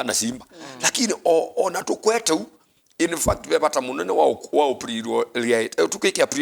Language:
Kamba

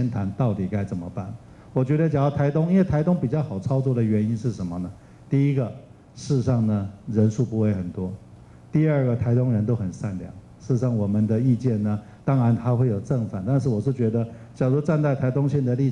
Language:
Chinese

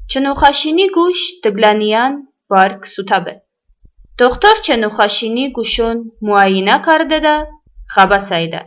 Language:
Talysh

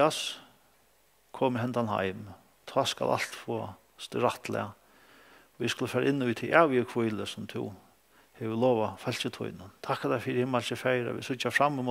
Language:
Faroese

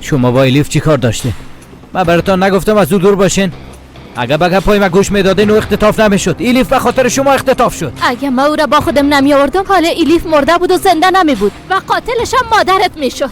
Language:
Persian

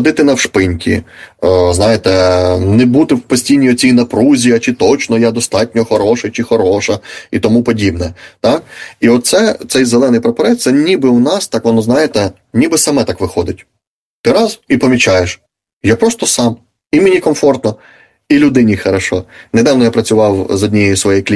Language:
Ukrainian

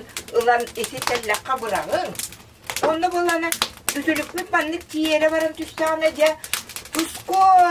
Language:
Yakut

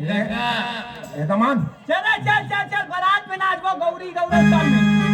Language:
Chhattisgarhi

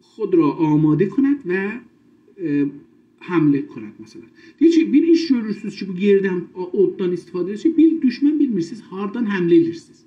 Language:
South Azerbaijani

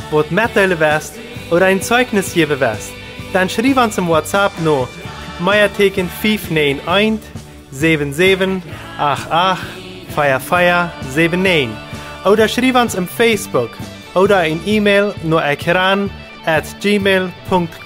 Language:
Plautdietsch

